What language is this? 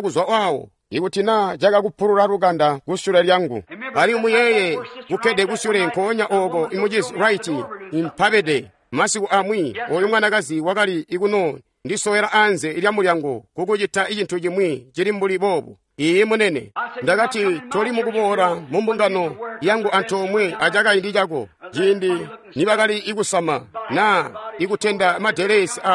Tonga (Zambia)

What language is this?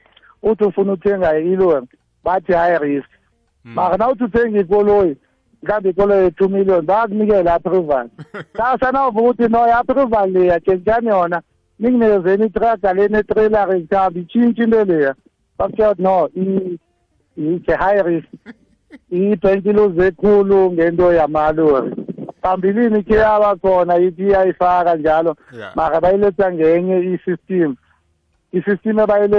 South Ndebele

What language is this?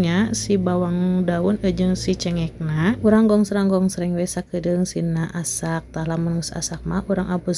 Sundanese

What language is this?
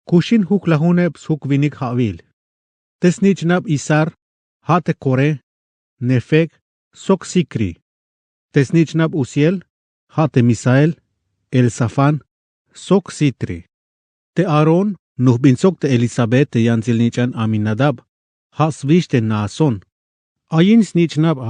Tzeltal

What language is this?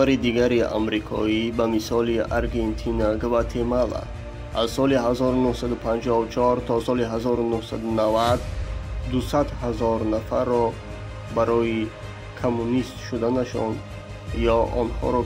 Tajik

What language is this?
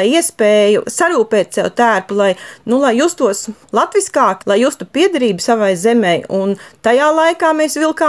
Latvian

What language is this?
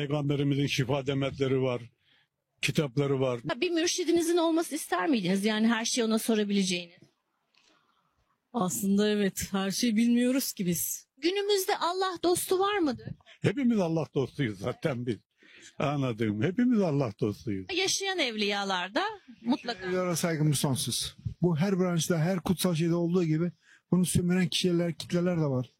Turkish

